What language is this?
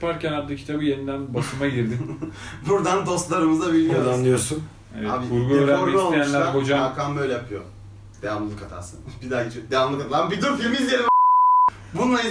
Turkish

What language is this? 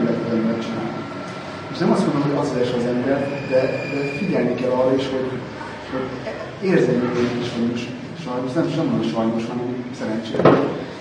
Hungarian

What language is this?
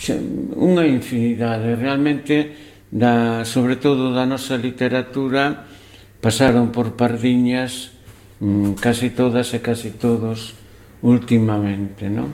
Galician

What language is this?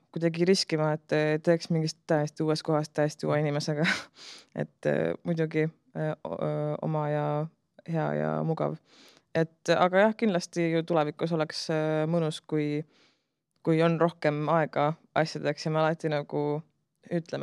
Estonian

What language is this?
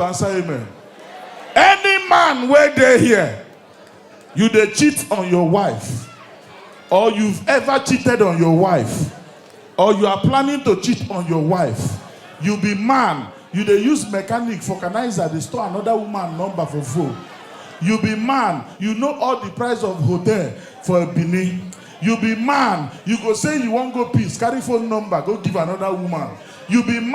Nigerian Pidgin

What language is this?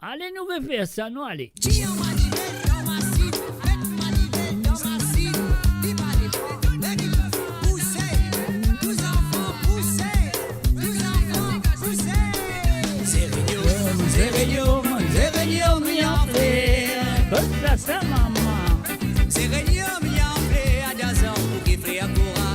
Morisyen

